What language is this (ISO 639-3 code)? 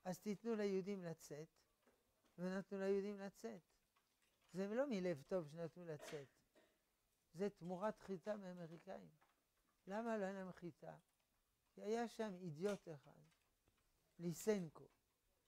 heb